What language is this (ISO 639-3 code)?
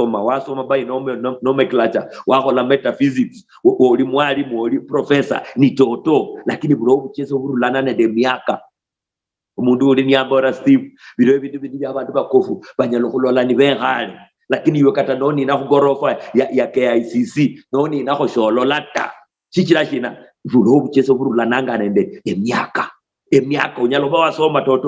luy